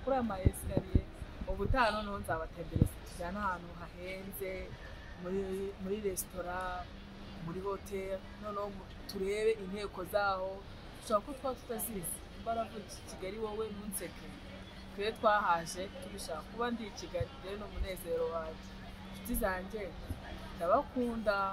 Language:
Kinyarwanda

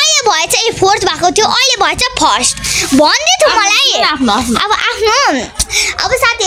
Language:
Nepali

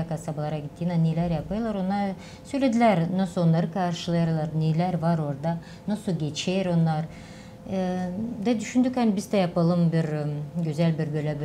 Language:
Gagauz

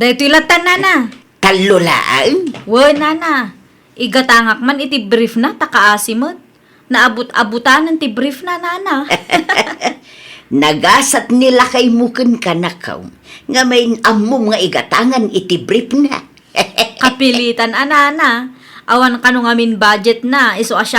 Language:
Iloko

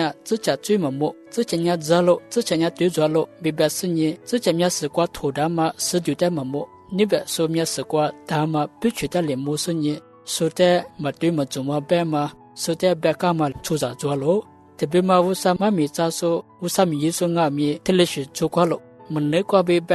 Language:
Lisu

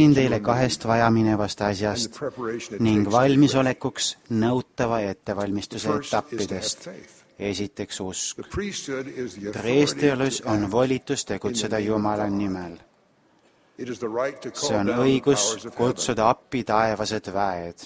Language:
Estonian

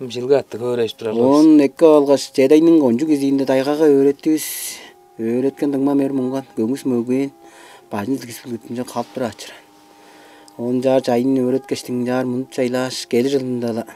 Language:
Tuvinian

